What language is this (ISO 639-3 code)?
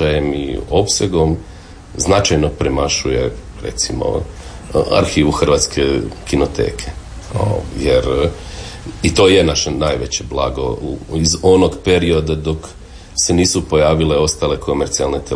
hrv